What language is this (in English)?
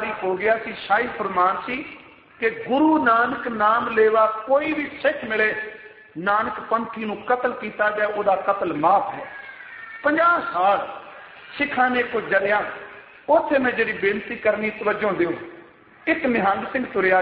Punjabi